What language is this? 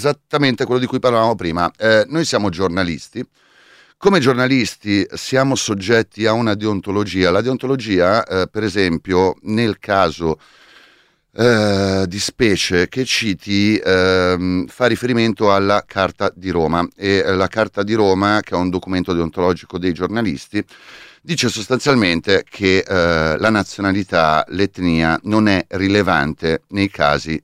Italian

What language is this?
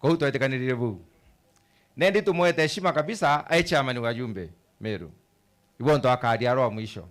Meru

